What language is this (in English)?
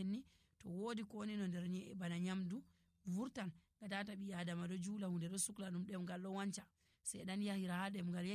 Nigerian Fulfulde